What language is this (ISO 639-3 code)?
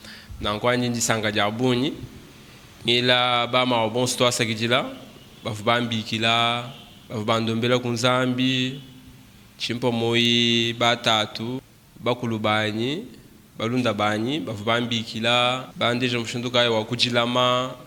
lua